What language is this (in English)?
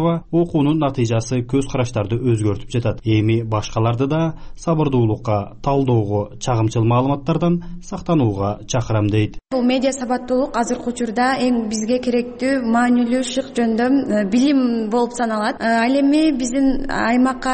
Kyrgyz